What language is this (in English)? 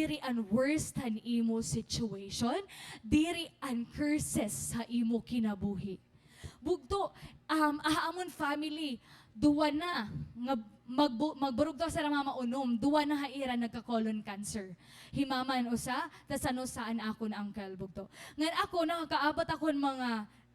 Waray